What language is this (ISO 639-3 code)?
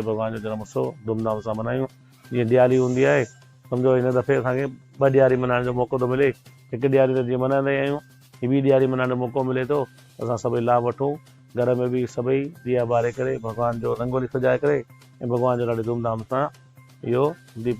snd